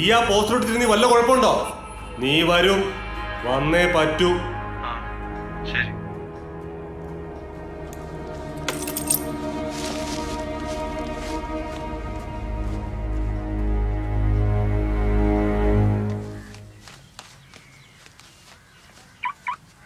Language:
Malayalam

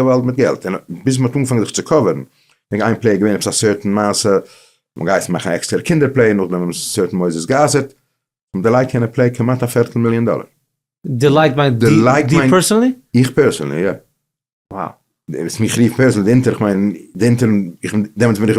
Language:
Yiddish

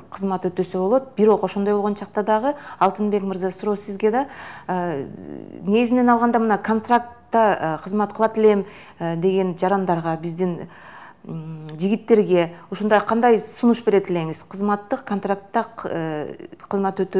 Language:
Kyrgyz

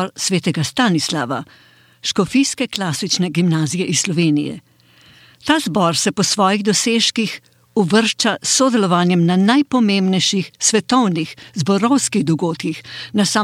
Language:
Slovenian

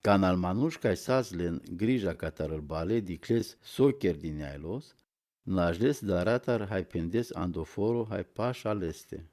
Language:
Romany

